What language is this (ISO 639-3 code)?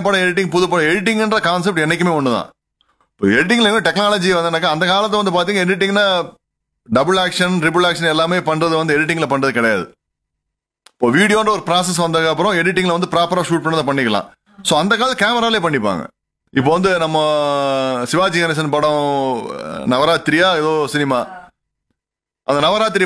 tam